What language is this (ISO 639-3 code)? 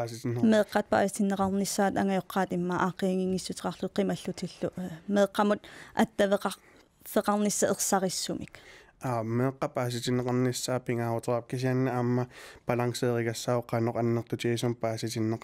kal